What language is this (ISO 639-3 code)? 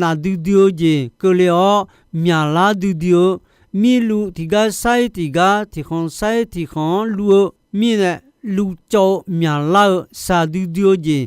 ahk